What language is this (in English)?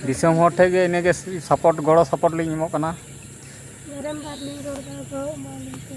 Santali